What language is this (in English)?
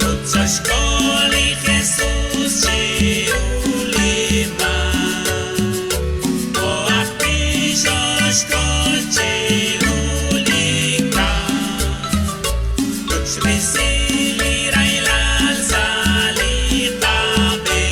Kekchí